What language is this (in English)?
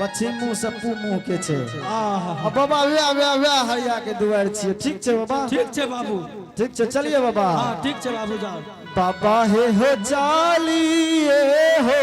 Angika